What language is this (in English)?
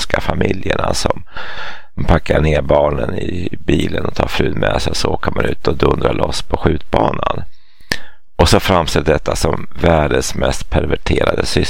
Swedish